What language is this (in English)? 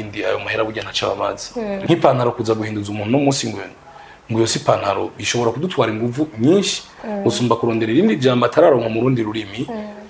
Rundi